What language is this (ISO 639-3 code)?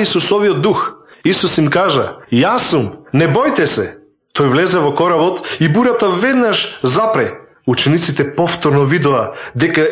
mkd